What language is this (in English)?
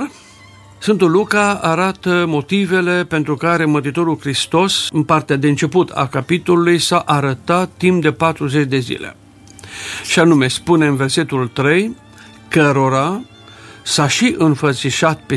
Romanian